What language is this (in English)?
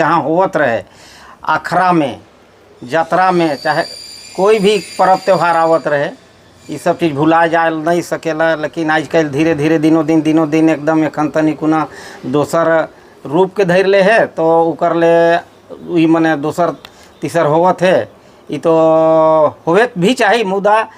Sadri